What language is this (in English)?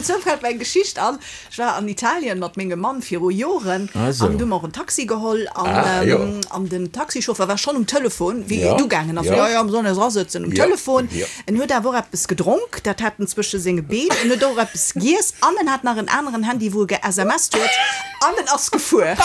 Luxembourgish